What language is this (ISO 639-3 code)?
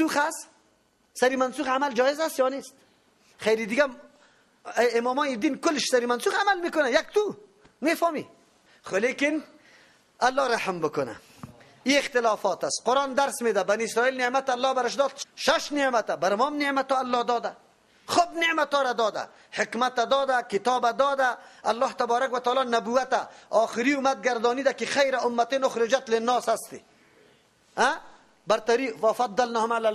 fas